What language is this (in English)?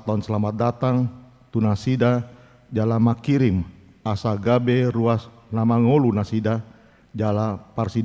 Batak Toba